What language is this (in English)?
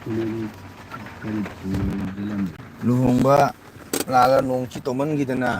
Manipuri